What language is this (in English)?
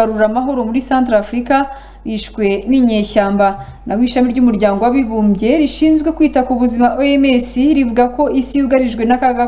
Kinyarwanda